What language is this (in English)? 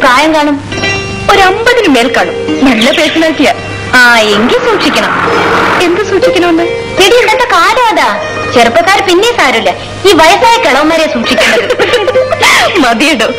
Malayalam